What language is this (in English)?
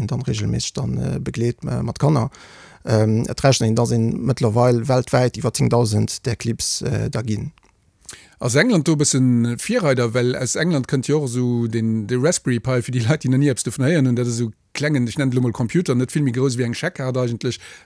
Luxembourgish